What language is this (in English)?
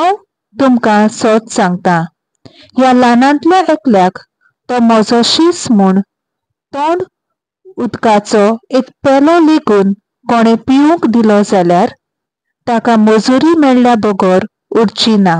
Konkani